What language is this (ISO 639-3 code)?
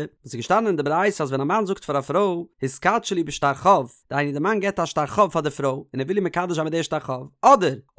yid